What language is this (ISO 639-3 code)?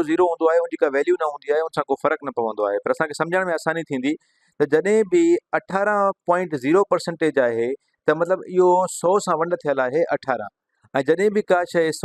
snd